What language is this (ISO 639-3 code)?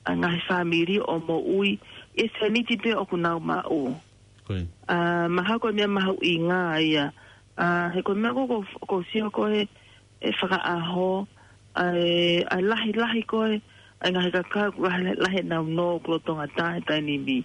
ton